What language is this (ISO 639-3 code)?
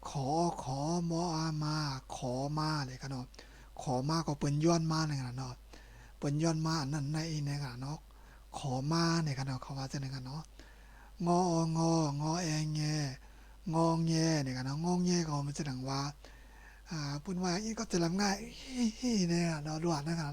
shn